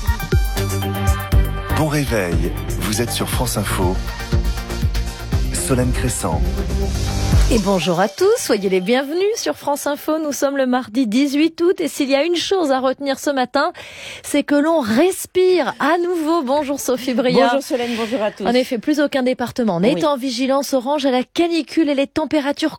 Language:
French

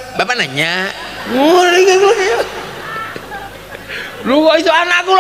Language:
Javanese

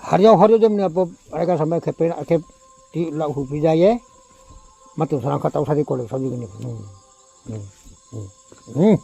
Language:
Riang (India)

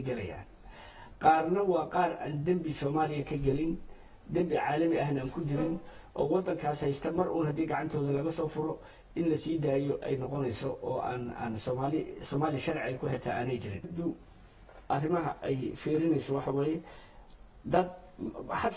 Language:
Somali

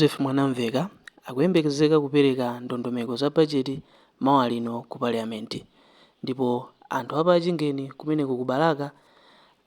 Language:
Nyanja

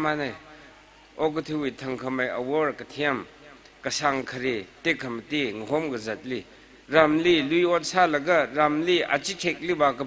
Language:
Tangkhul Naga (India)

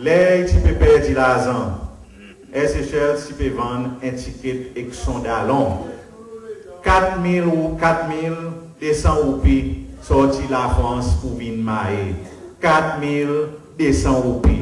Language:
Seselwa Creole French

